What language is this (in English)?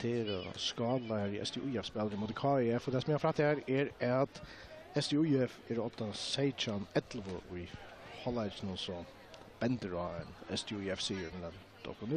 Faroese